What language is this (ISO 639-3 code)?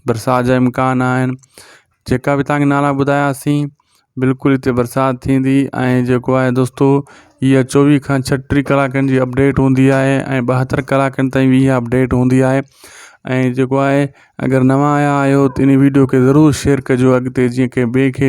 snd